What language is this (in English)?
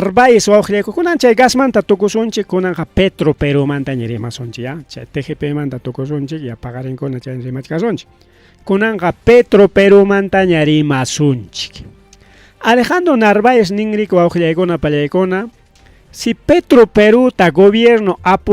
Ayacucho Quechua